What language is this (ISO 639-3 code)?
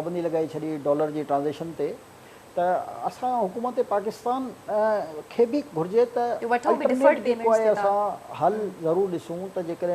snd